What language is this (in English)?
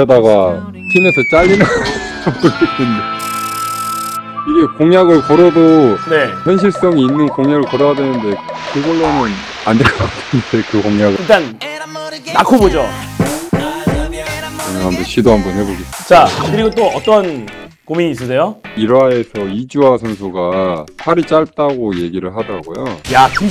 Korean